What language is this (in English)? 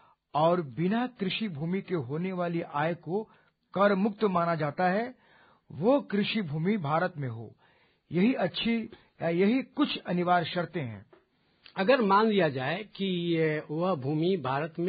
Hindi